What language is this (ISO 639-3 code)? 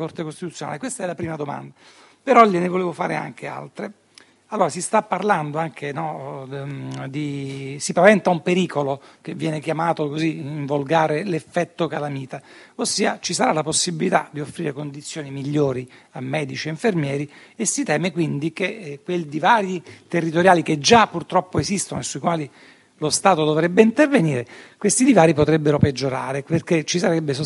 ita